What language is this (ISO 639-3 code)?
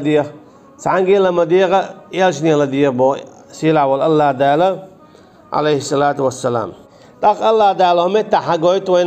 che